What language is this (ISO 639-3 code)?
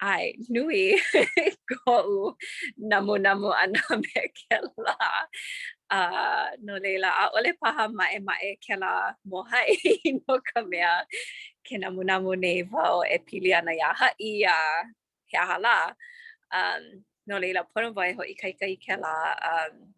haw